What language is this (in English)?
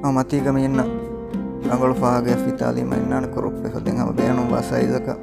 Divehi